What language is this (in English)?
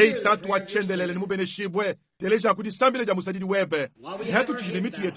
Luba-Lulua